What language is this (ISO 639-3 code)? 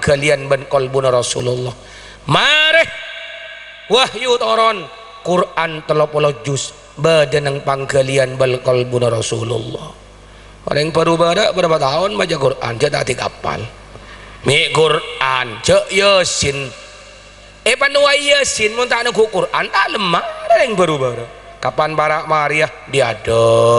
mad